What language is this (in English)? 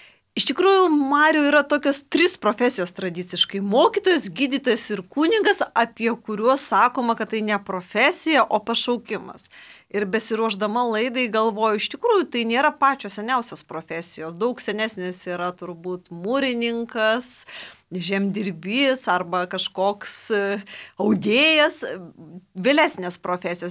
Lithuanian